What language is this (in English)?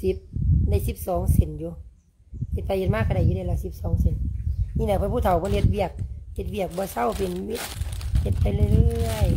Lao